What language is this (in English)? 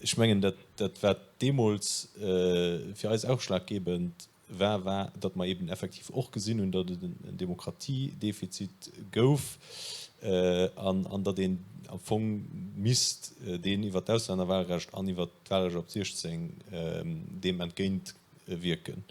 Luxembourgish